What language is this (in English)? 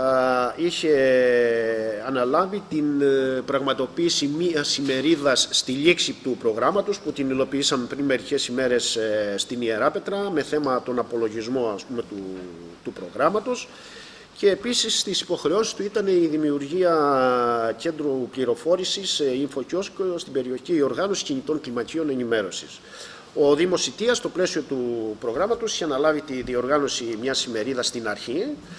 Greek